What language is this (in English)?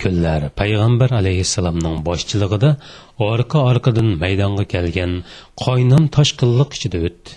Uyghur